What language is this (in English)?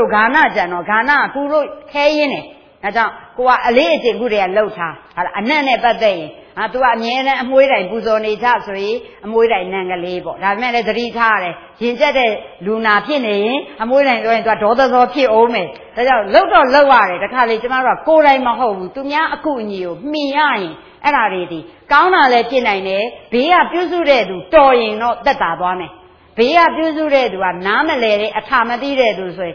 Burmese